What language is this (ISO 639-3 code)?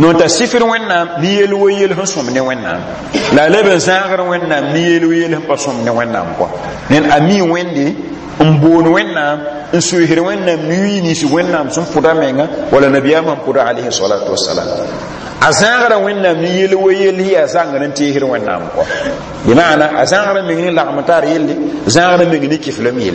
mos